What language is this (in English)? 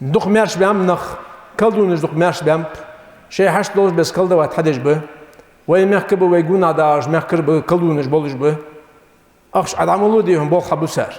Ingush